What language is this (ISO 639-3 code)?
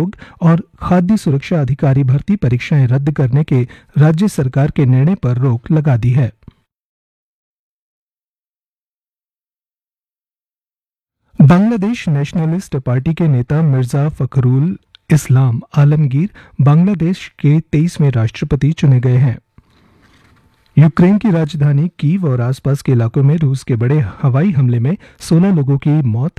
hin